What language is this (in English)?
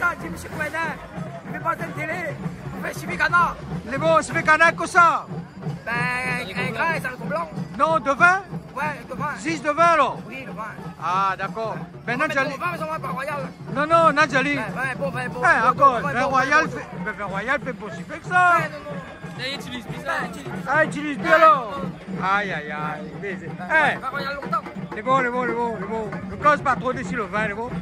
Réunion Creole French